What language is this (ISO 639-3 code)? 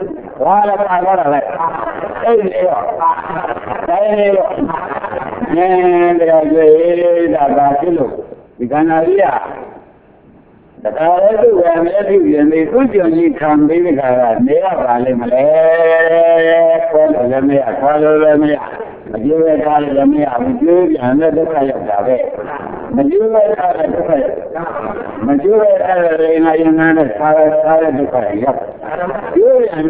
mya